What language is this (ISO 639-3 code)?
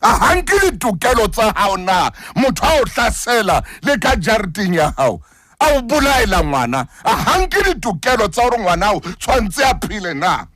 sot